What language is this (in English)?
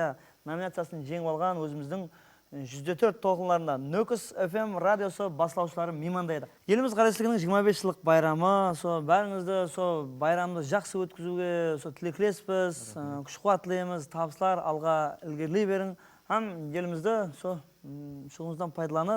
Kara-Kalpak